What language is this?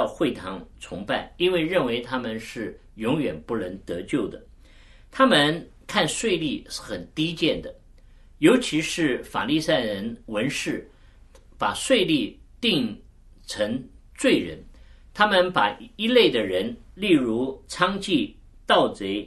Chinese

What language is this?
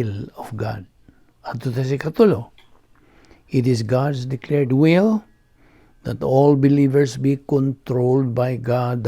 Cebuano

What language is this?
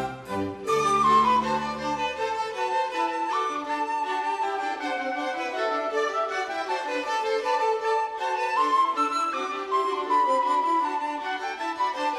Slovak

